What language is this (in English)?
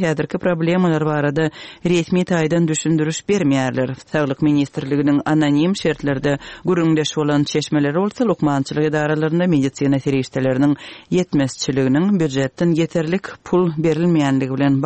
Turkmen